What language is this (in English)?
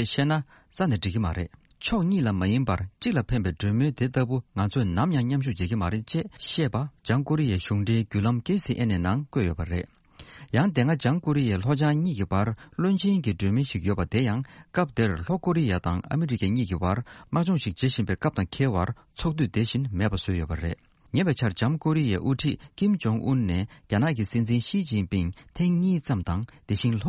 Tibetan